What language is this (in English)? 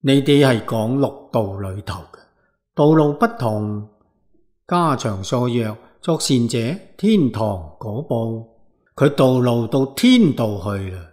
Cantonese